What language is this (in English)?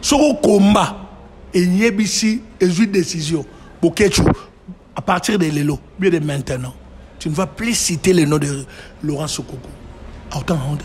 Lingala